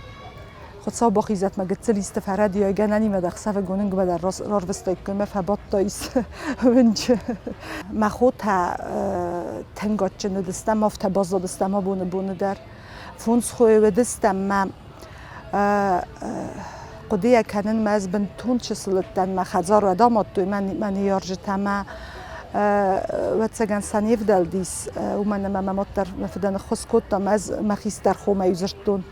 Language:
Ossetic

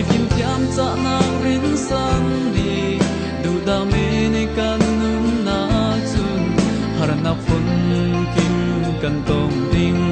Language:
Falam Chin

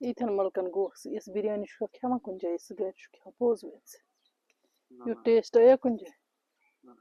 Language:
Kashmiri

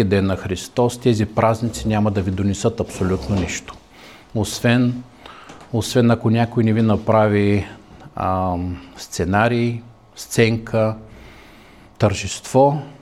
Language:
Bulgarian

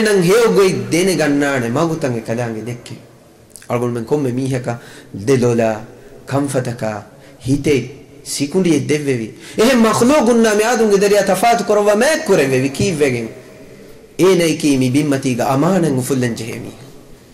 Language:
Divehi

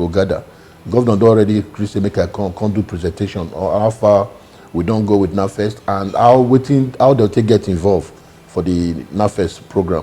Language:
Nigerian Pidgin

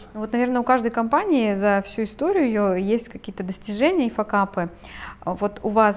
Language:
Russian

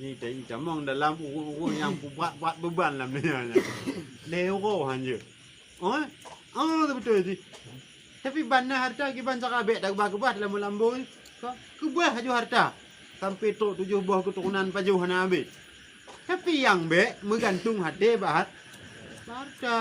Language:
Achinese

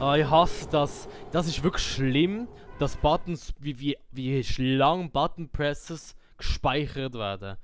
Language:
Swiss German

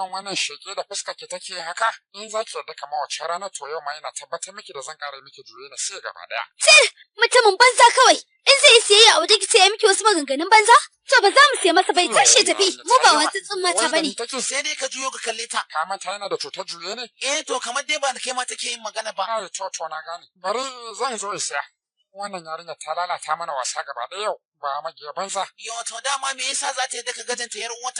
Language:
Hausa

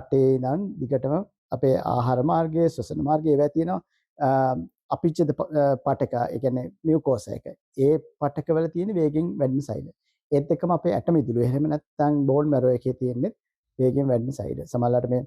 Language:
Sinhala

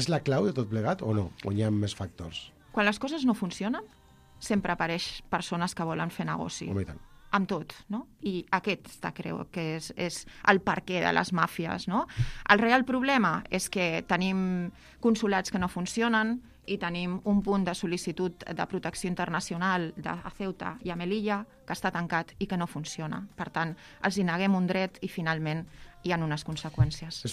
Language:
Catalan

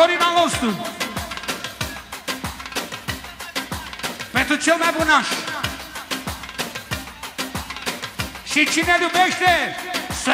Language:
Romanian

